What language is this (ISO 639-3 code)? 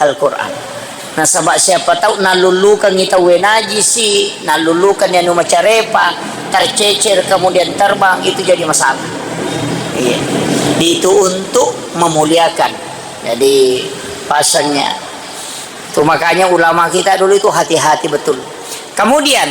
bug